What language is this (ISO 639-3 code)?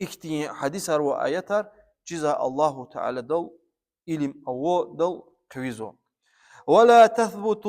lez